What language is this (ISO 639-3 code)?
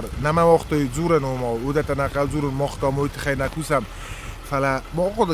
oss